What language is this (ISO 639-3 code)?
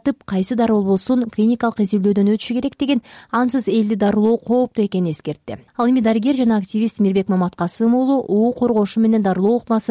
kir